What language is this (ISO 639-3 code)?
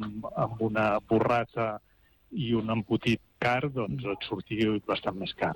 cat